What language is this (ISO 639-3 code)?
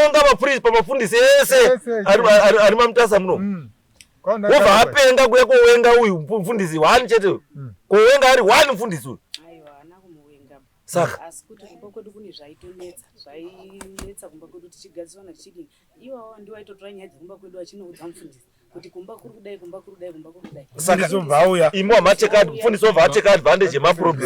sna